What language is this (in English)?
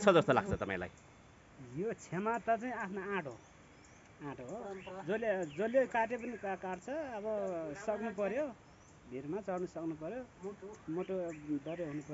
Nepali